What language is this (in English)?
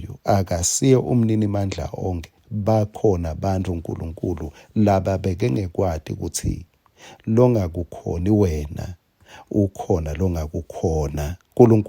Swati